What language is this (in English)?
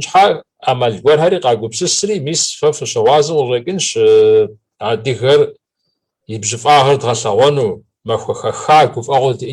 Kabardian